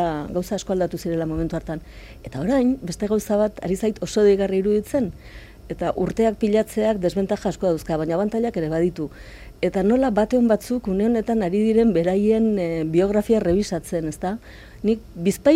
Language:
Basque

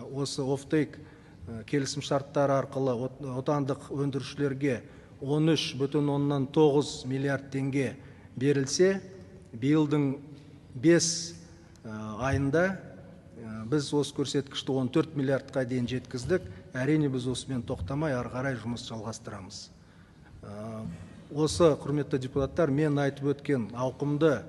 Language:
Kazakh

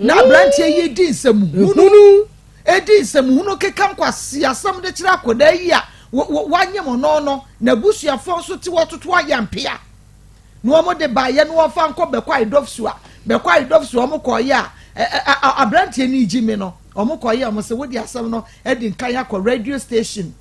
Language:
Akan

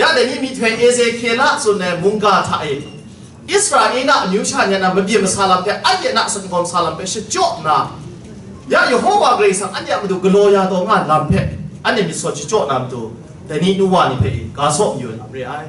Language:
Kachin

